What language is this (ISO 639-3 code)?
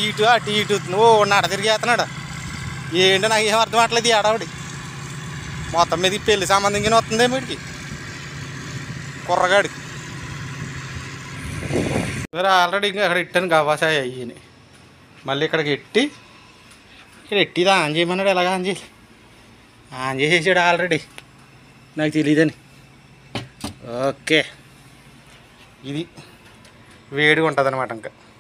tel